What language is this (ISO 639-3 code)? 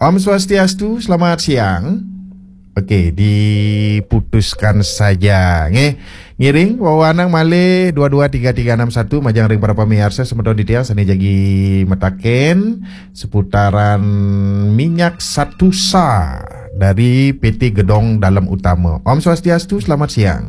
ban